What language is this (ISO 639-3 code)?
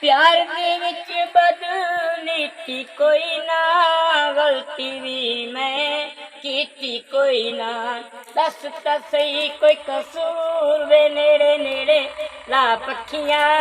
skr